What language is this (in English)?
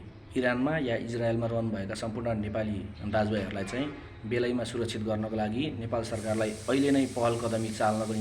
Nepali